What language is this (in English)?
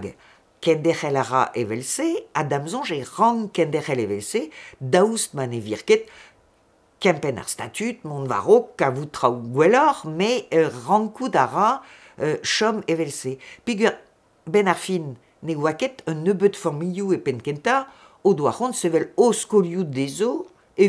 Breton